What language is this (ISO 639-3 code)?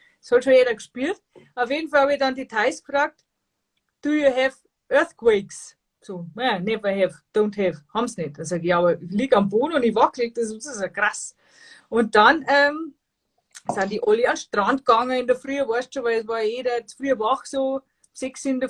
bar